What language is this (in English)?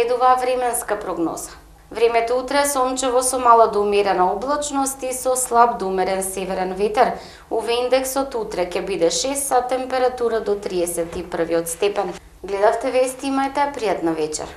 Macedonian